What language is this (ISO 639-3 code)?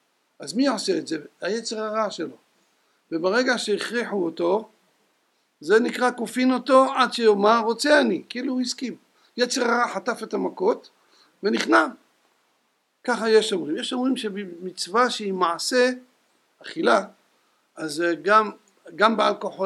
heb